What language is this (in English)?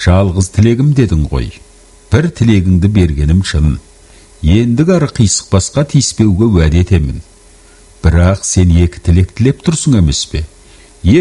Kazakh